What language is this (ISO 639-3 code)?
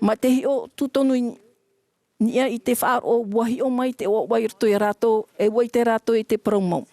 tah